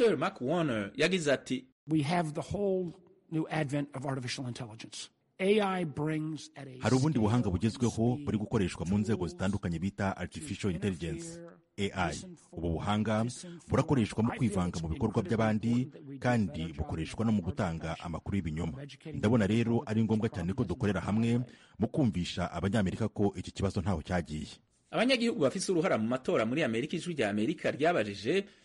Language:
Kinyarwanda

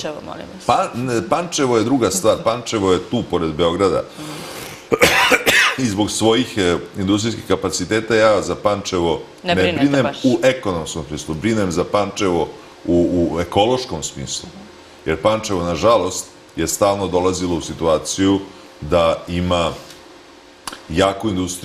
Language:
Serbian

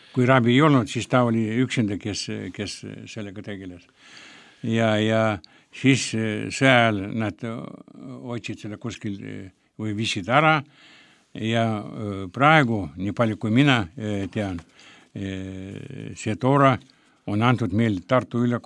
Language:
Estonian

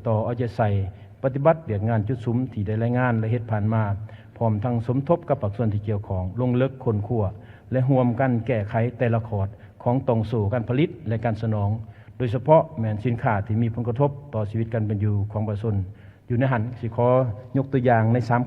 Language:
Lao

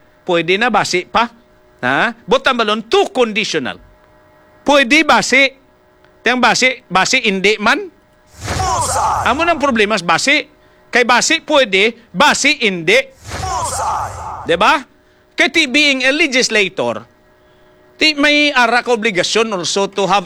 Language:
Hiligaynon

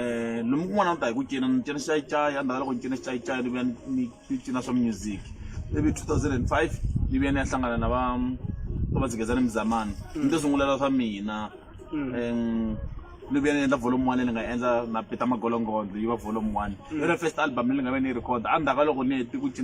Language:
Tsonga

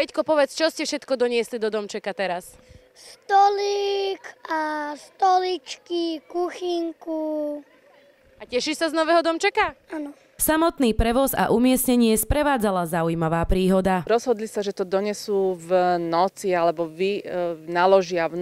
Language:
Slovak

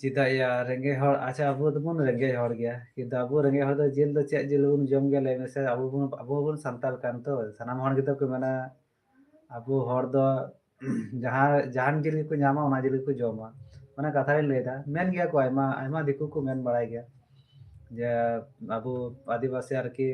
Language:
Santali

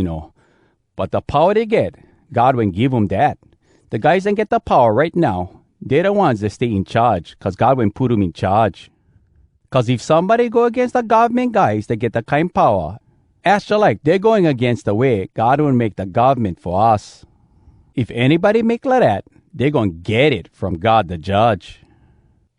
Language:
Hawai'i Creole English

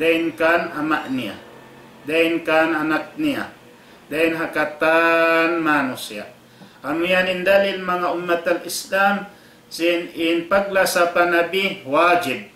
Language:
Tausug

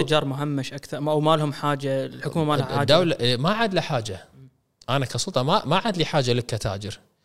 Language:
Gulf Arabic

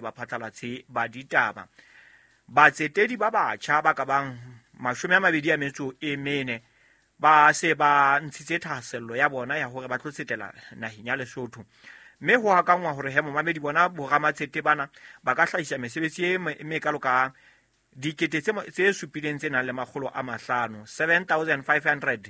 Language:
Southern Sotho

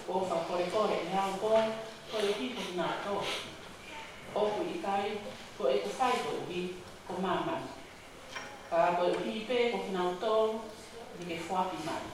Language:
Tongan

